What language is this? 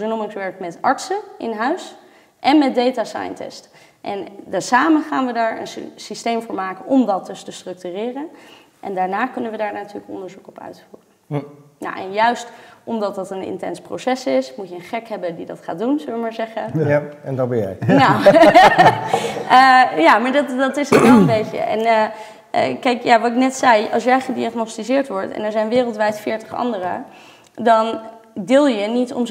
Dutch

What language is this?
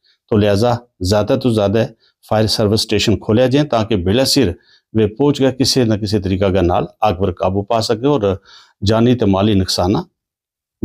Gujari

